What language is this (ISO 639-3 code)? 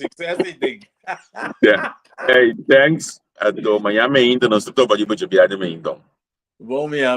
pap